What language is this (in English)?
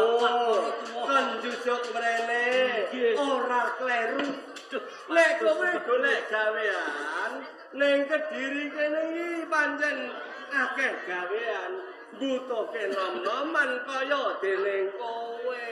Javanese